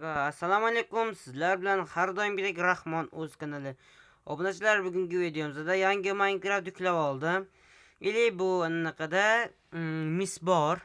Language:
Uzbek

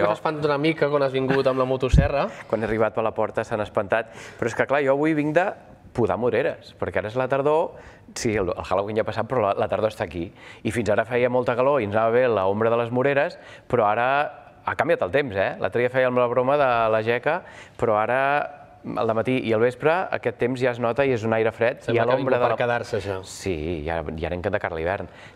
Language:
Catalan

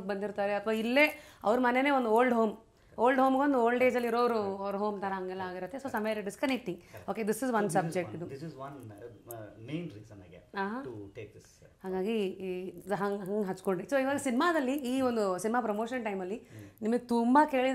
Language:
Kannada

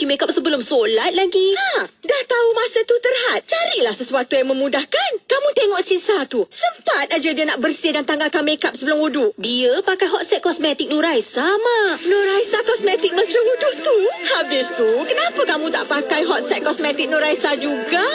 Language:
Malay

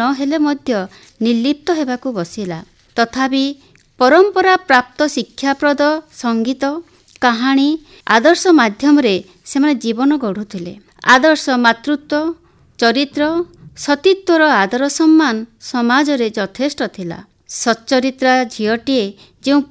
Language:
Odia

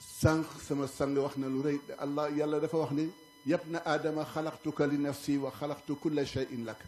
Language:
Wolof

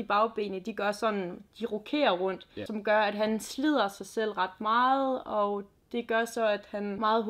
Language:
Danish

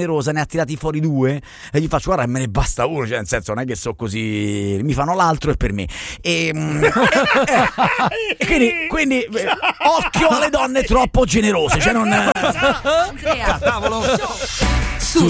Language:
Italian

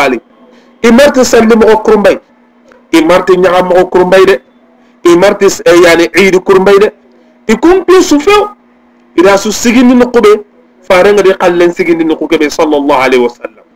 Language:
Soninke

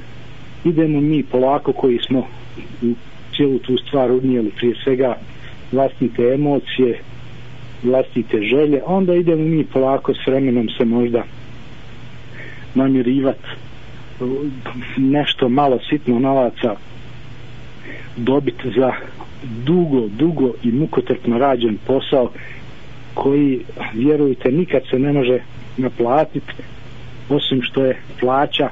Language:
Bosnian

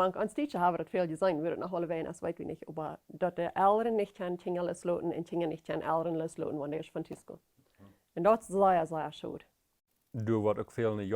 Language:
Plautdietsch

